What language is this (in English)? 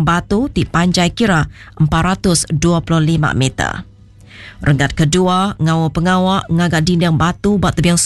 Iban